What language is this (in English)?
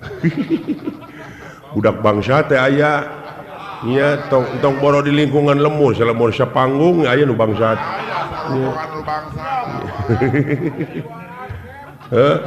Sundanese